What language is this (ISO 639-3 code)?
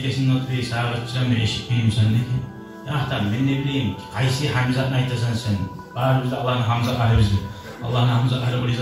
kum